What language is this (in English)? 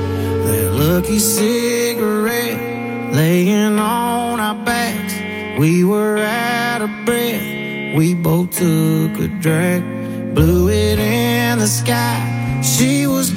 English